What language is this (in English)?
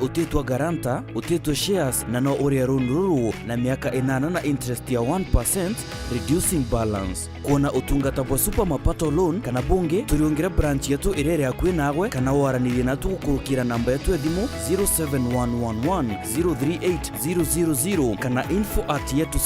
Meru